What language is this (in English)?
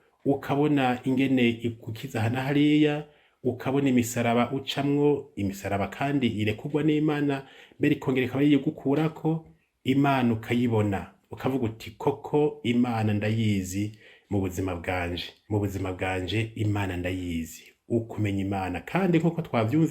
Rundi